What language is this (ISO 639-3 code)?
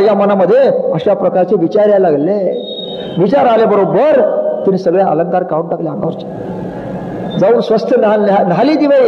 mar